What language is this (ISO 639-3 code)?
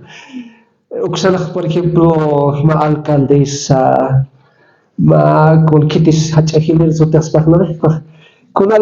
aym